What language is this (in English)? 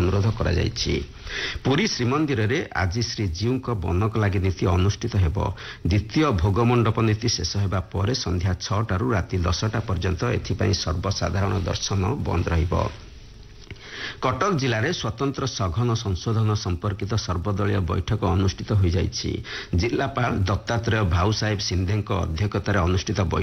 Odia